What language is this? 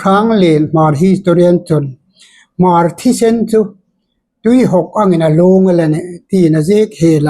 Hmar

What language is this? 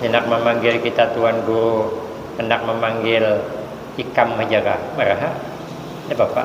Banjar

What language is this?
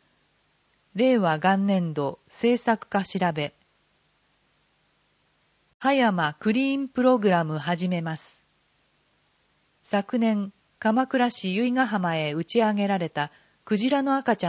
Japanese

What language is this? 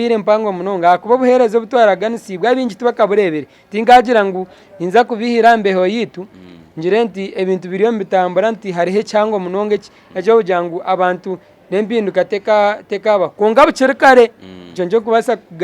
Nyankole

